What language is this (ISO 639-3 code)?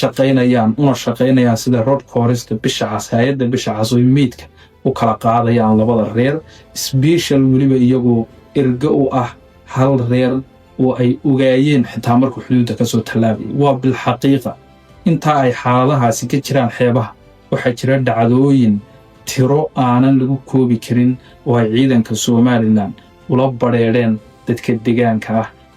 som